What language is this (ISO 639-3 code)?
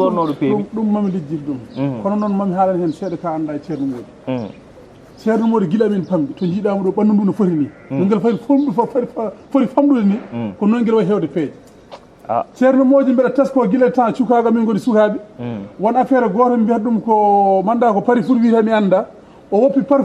ful